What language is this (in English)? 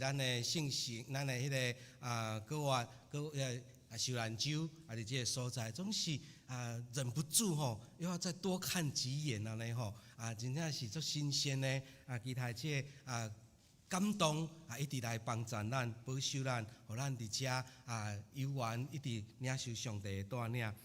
Min Nan Chinese